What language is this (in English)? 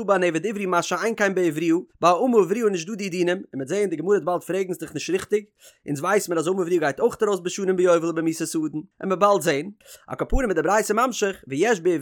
Yiddish